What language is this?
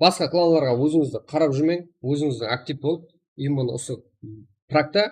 Kara-Kalpak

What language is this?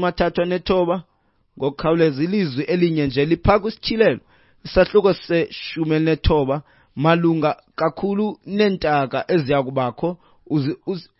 Xhosa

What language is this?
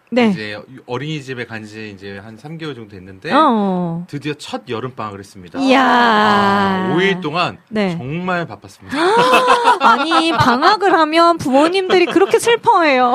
Korean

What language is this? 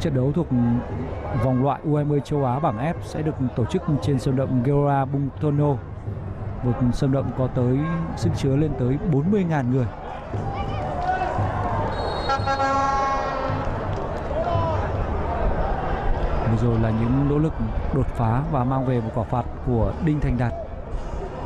Vietnamese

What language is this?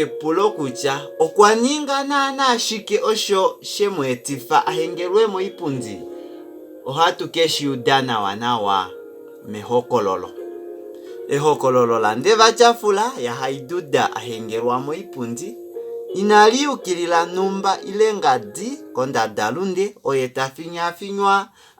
Kuanyama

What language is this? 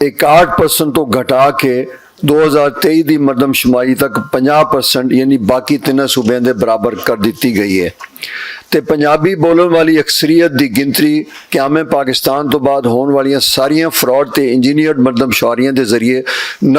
Western Panjabi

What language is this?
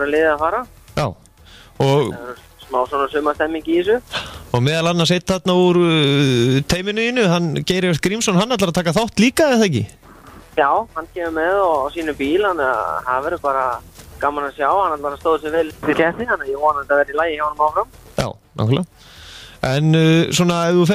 Icelandic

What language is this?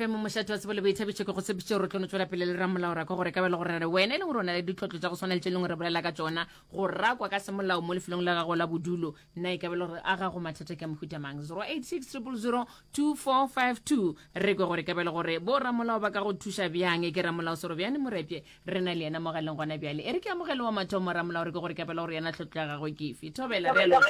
Northern Sotho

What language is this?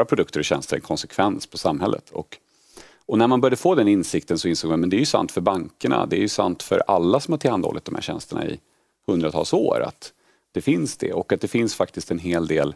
Swedish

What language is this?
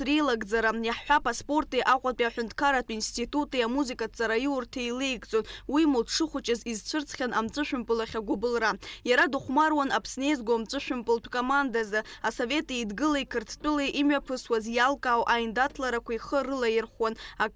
Abkhazian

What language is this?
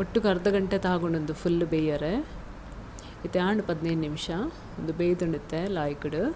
Tulu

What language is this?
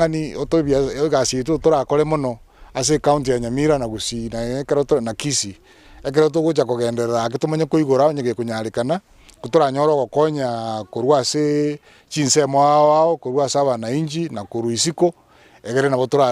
Gusii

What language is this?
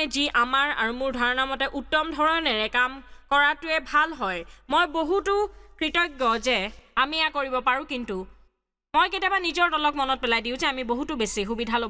Assamese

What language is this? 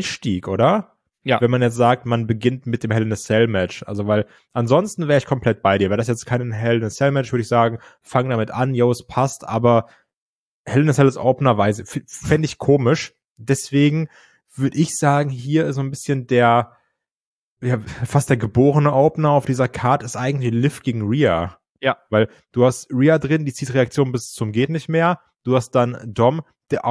German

